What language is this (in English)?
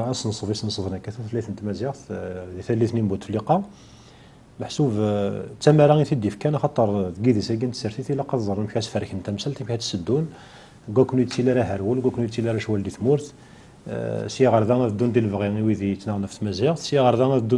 Kabyle